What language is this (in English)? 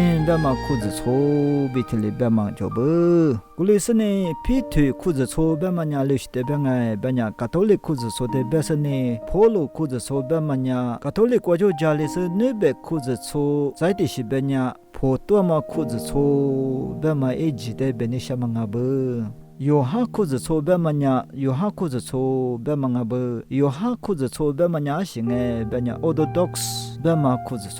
Lisu